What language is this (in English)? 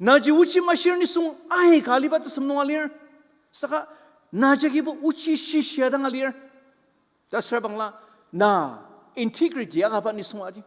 Ao Naga